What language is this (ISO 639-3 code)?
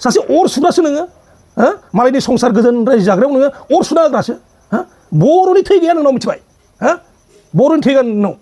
brx